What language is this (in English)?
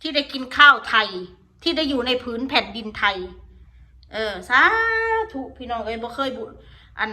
Northeastern Thai